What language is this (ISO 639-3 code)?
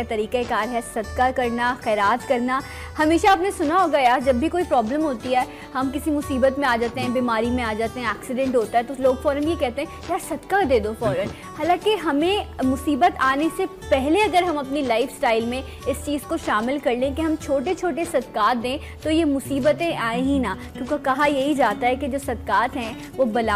urd